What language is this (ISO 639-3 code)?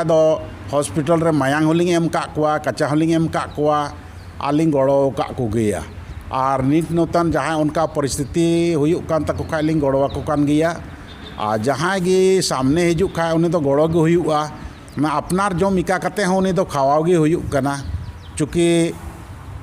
sat